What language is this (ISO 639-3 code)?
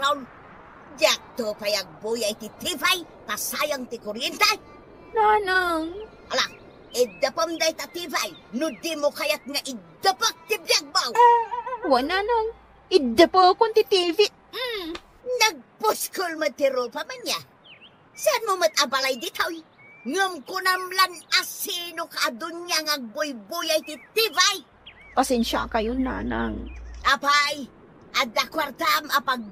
ilo